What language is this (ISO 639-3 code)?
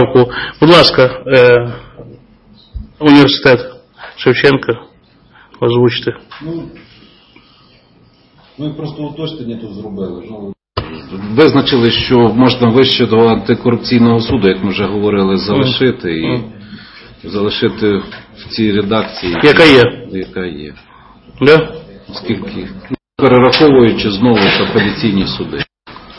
ukr